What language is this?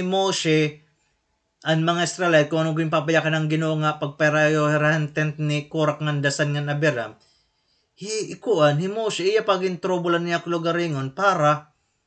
Waray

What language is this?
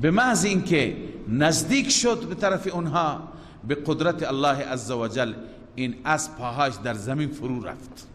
Persian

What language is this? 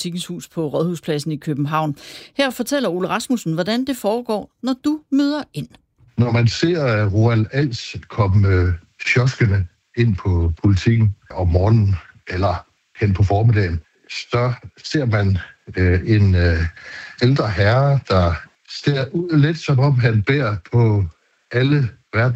Danish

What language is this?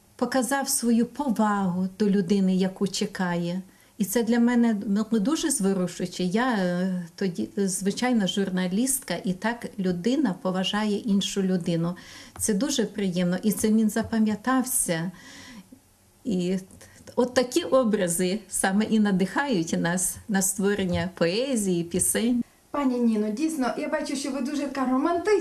Ukrainian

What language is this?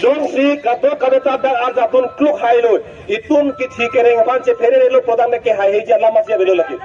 Karbi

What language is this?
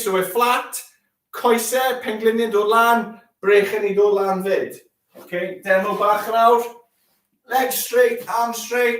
Welsh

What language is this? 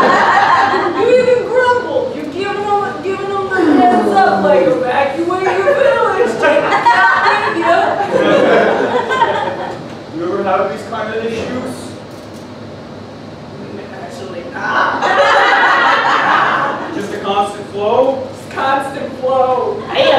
English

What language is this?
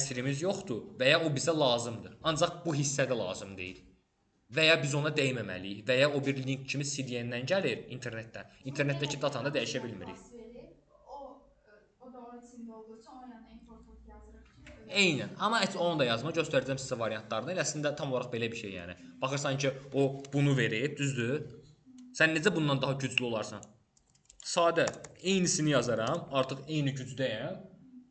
Azerbaijani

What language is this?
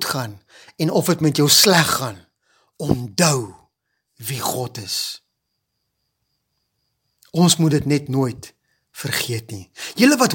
Afrikaans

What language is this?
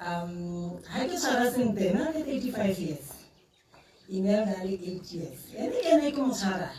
Tswana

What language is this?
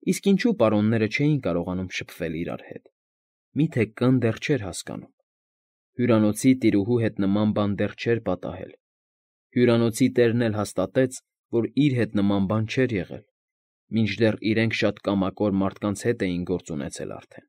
Armenian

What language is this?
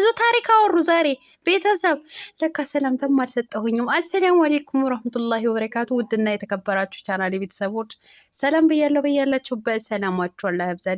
Amharic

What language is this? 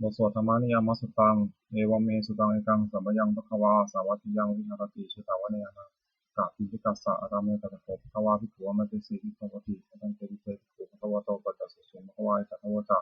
Pali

